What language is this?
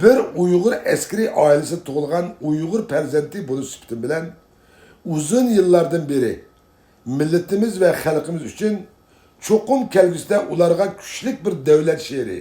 Uyghur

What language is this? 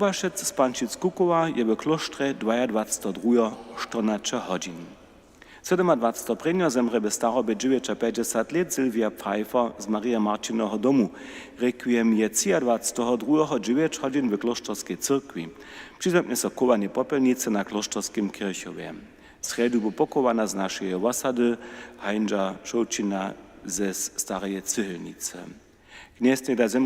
Upper Sorbian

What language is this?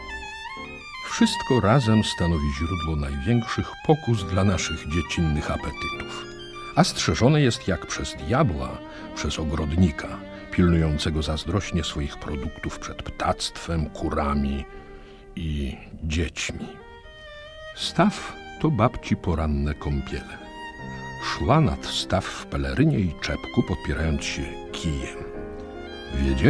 Polish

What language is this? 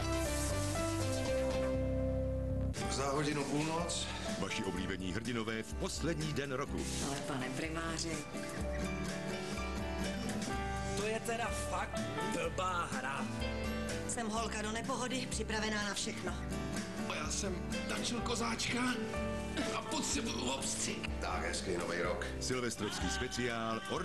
Czech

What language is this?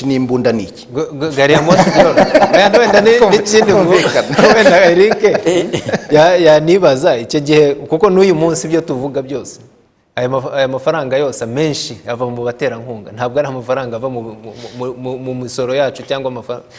Kinyarwanda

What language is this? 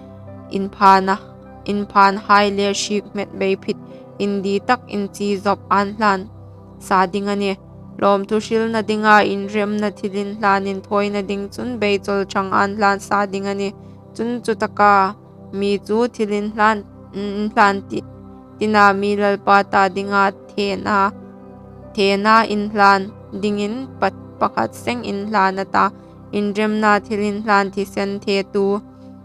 Hmar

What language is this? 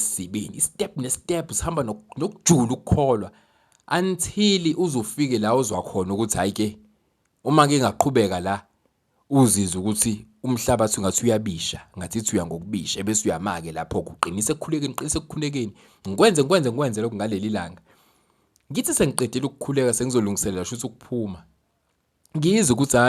Zulu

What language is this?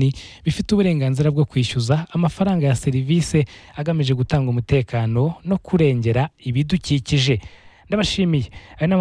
Kinyarwanda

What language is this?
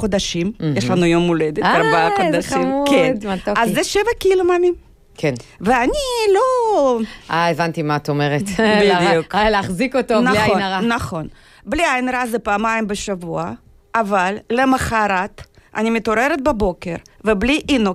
Hebrew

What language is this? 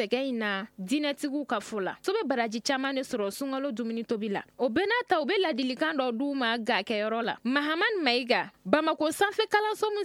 Bambara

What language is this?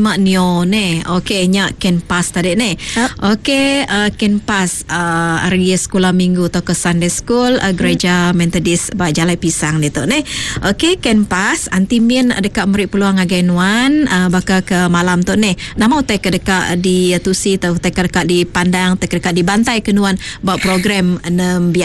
Iban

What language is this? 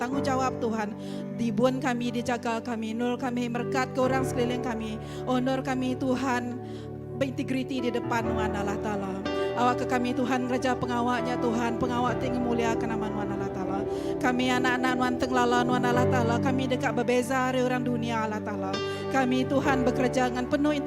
Iban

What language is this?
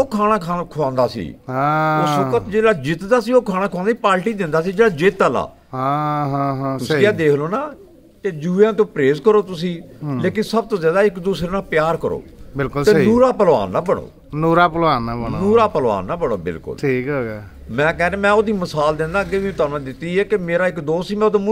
Punjabi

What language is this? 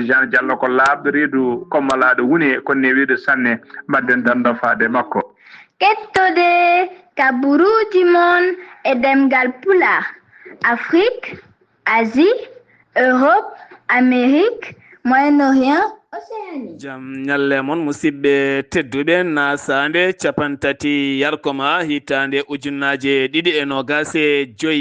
Fula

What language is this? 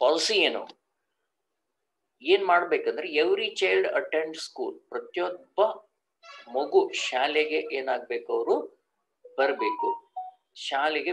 Kannada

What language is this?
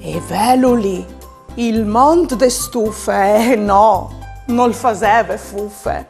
Friulian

